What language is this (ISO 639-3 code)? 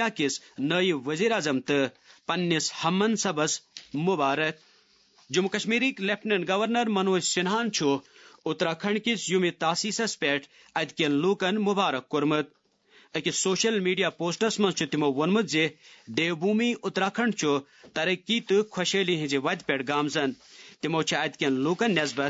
kas